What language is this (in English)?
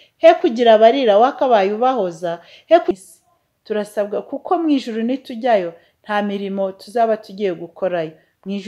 Kinyarwanda